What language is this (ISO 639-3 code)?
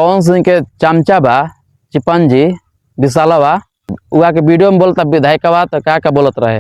bho